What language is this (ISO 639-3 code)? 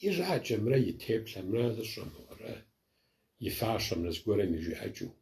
kbd